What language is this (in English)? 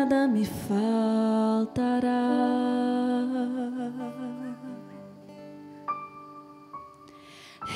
Portuguese